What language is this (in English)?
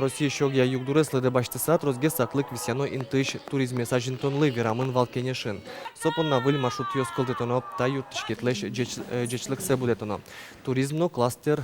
Udmurt